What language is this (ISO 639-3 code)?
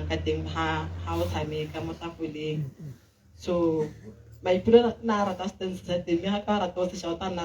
tsn